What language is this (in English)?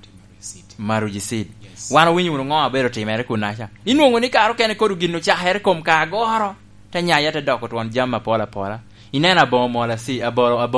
Lango (Uganda)